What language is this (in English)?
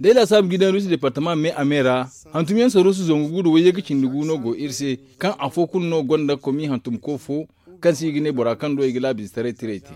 Zarma